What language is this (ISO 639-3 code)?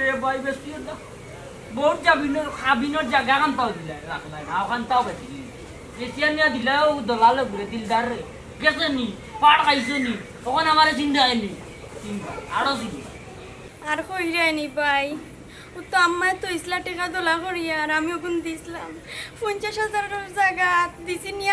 syl